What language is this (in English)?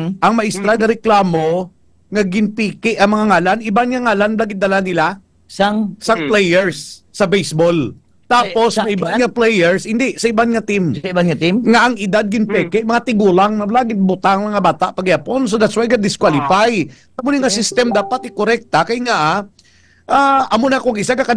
Hiligaynon